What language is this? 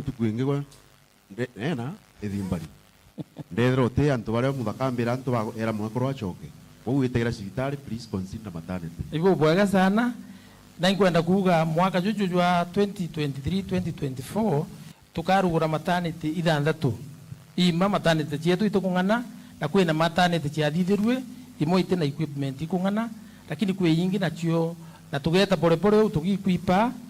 Meru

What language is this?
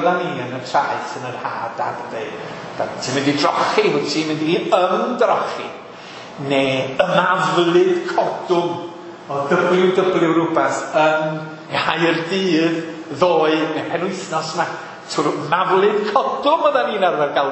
Welsh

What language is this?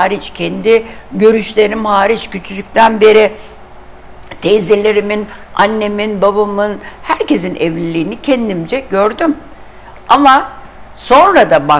Turkish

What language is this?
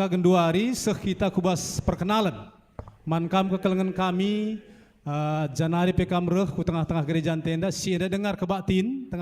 Batak Karo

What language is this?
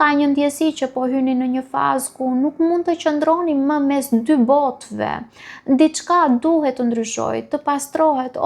Albanian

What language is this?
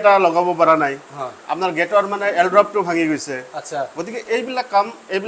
Assamese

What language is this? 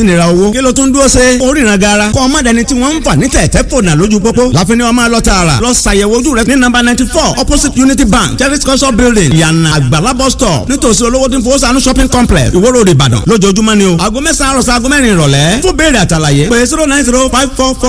Yoruba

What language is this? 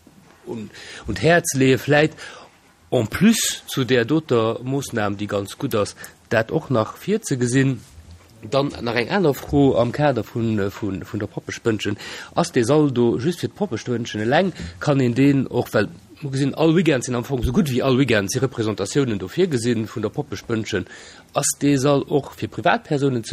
Luxembourgish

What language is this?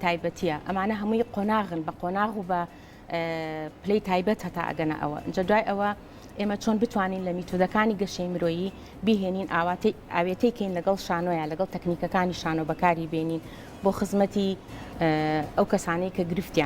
Central Kurdish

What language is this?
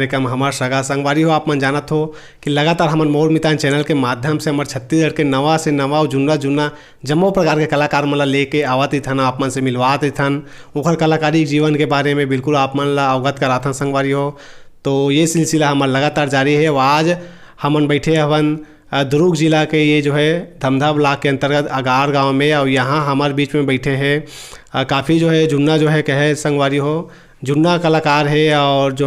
Chhattisgarhi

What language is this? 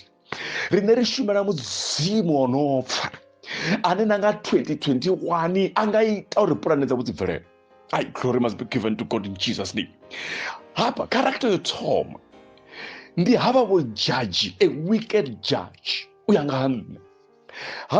Venda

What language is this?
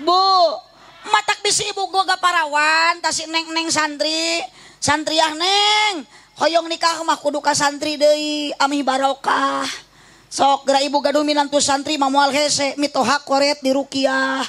Sundanese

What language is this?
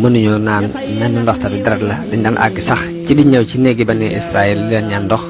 Wolof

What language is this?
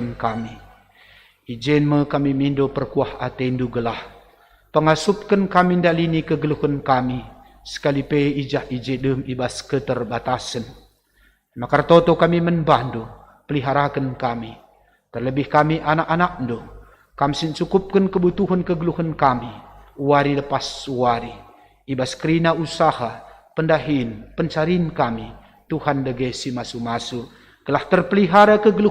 Batak Karo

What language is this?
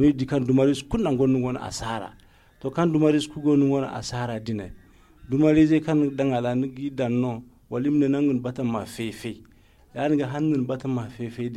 Zarma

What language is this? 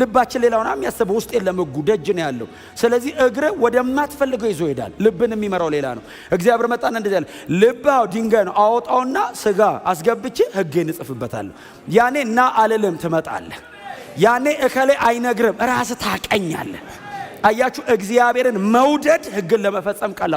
Amharic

